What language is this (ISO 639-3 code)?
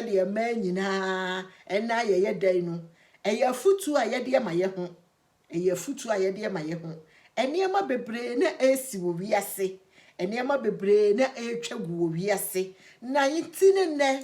aka